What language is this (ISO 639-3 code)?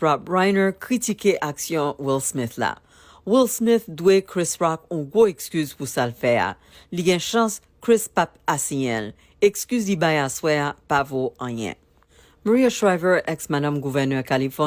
hat